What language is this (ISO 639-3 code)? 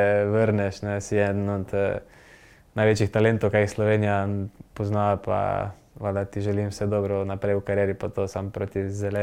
slv